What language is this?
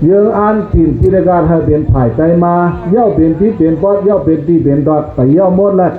Shan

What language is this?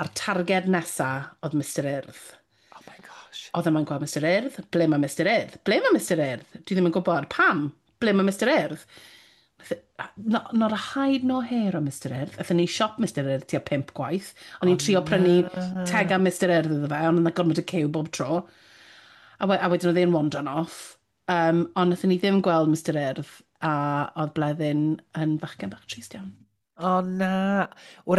Welsh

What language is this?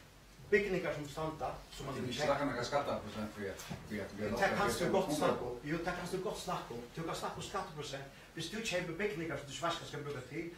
Faroese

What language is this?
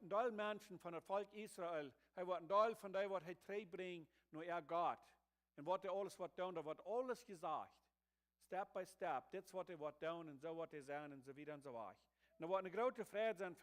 Plautdietsch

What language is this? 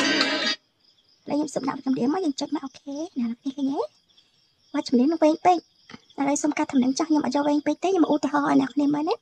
Khmer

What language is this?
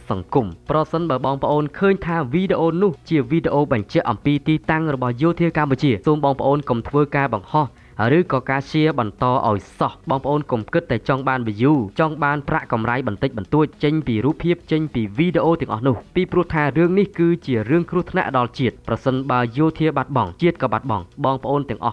Khmer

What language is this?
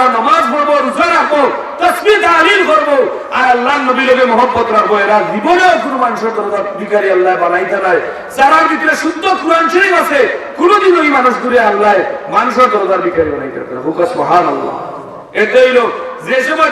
Sylheti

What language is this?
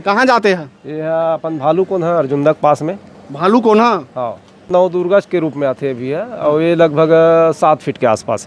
Chhattisgarhi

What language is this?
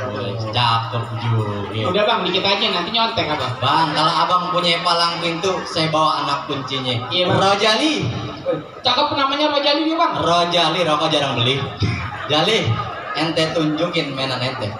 Betawi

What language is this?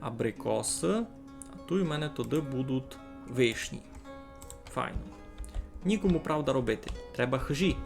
Rusyn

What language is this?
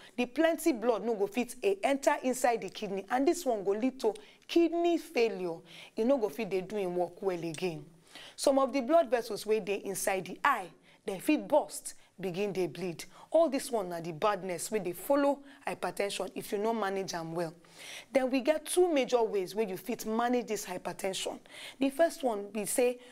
Nigerian Pidgin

